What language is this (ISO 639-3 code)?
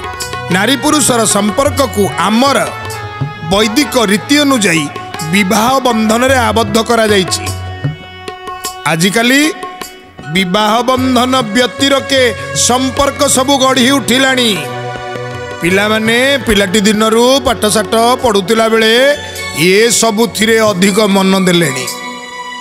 ori